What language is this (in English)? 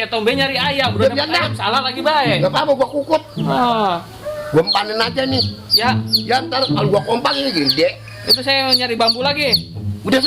Betawi